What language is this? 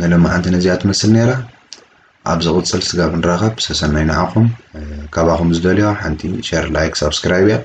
Tigrinya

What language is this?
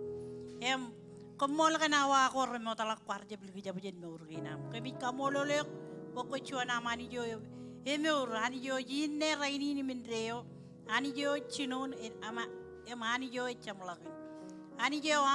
Marshallese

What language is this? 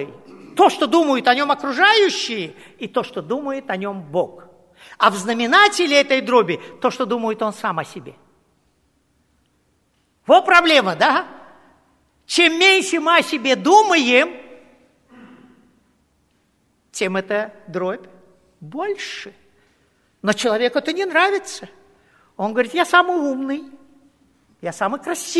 Russian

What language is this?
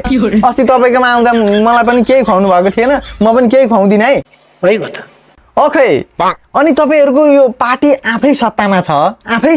Nepali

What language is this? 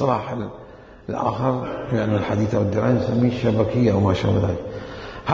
Mesopotamian Arabic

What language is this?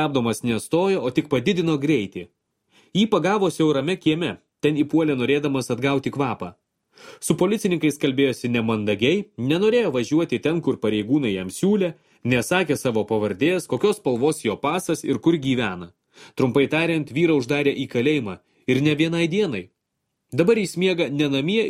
Lithuanian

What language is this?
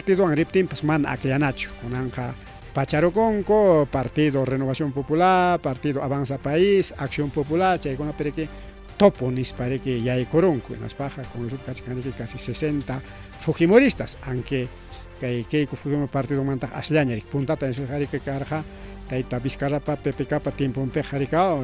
Ayacucho Quechua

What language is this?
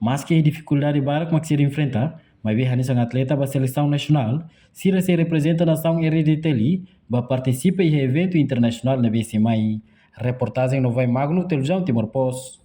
Tetum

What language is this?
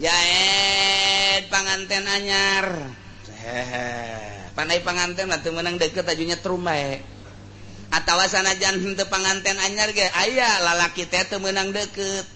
Sundanese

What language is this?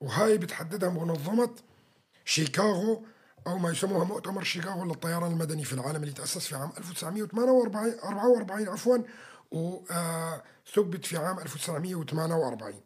North Levantine Arabic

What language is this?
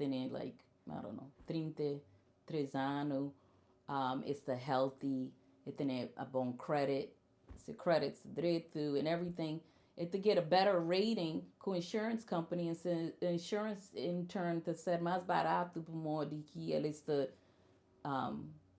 Kabuverdianu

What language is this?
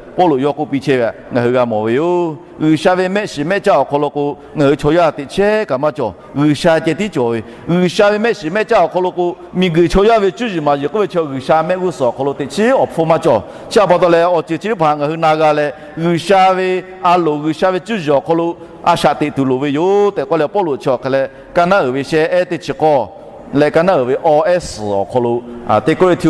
Lahu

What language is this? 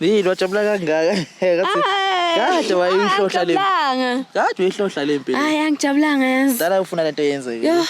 Zulu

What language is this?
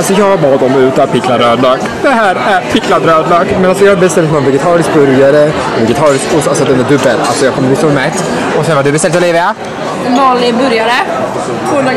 Swedish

